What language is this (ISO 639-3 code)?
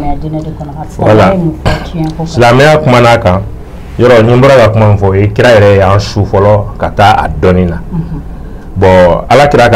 bam